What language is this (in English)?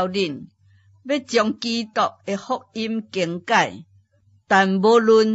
Min Nan Chinese